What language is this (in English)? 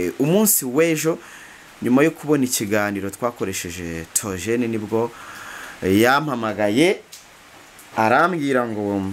Kinyarwanda